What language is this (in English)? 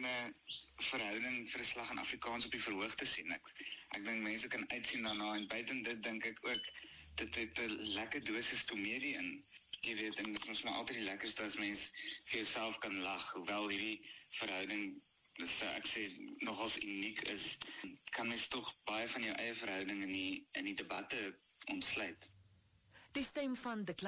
Afrikaans